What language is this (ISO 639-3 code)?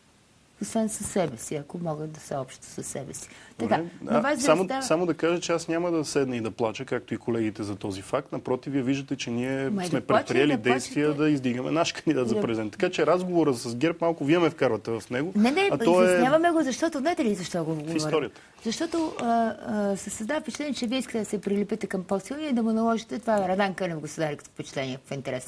bul